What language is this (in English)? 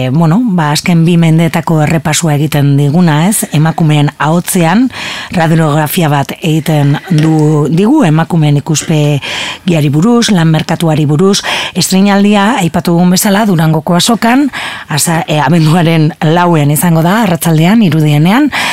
Basque